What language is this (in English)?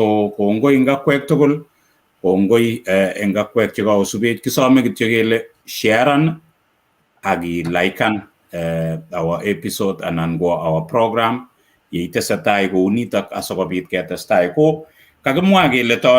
Kalenjin